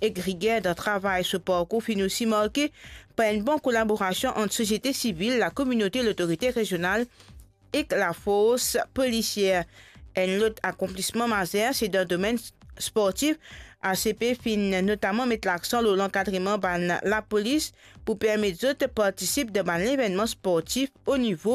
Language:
Morisyen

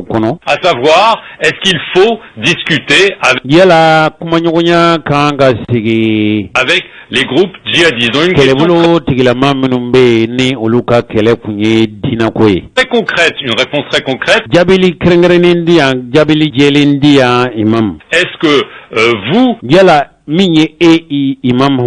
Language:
Bambara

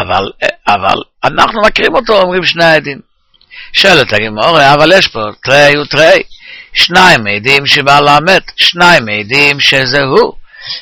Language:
Hebrew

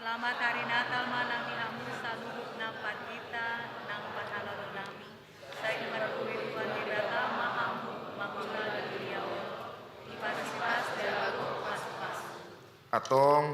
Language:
Batak Toba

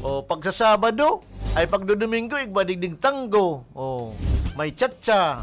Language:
Bikol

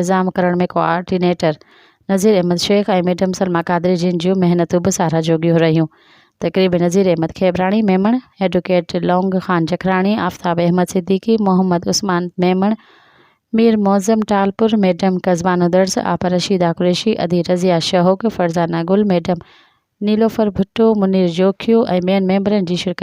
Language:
Sindhi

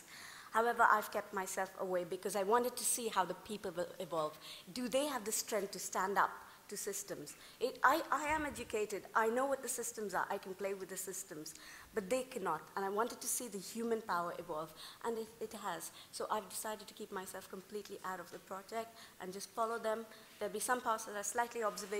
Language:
English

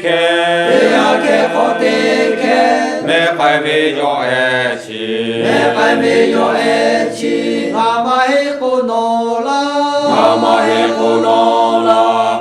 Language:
Lahu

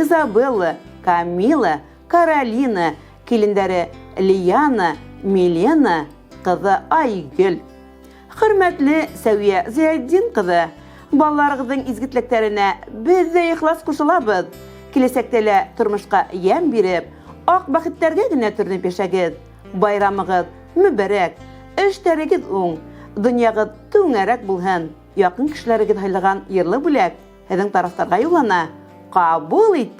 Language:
Bashkir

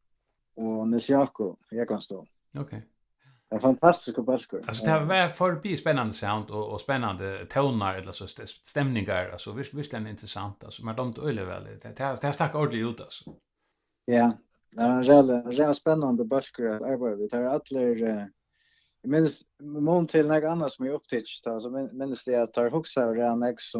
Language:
Faroese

